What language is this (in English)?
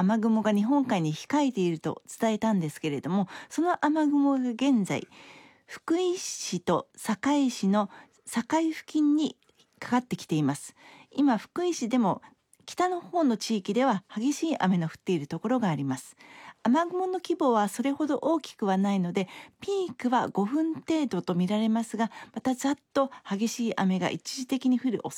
Japanese